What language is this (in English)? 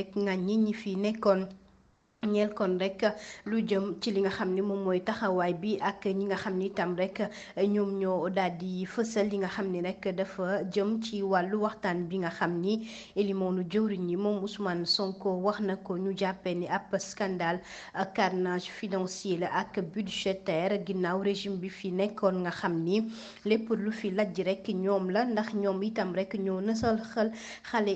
Wolof